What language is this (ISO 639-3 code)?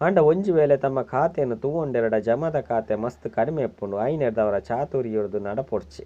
tcy